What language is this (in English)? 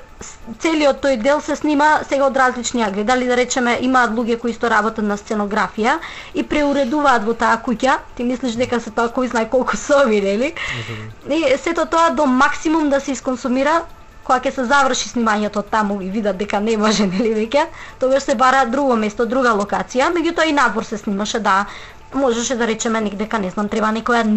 Macedonian